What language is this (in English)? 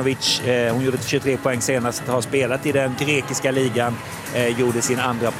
Swedish